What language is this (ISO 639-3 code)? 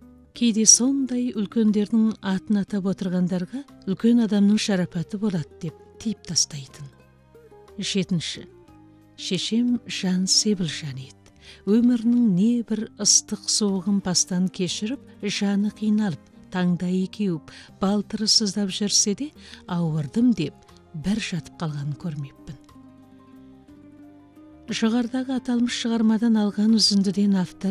kaz